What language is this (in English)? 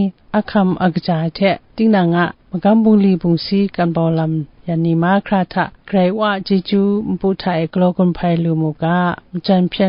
Kachin